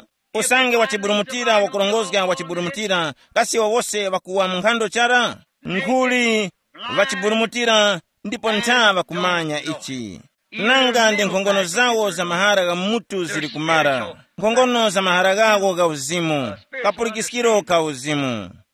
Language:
Tumbuka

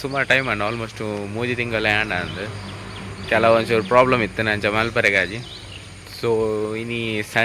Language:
Tulu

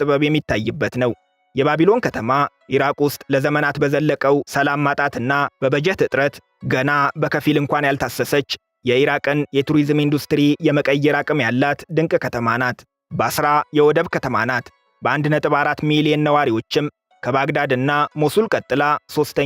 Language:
Amharic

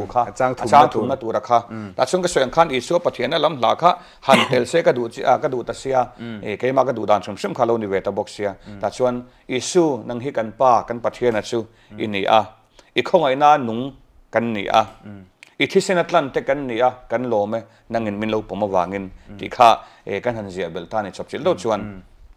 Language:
Mizo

